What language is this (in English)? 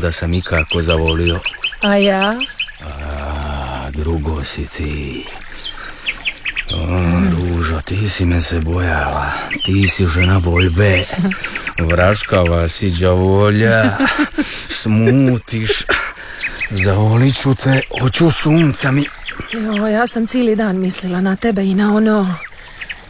Croatian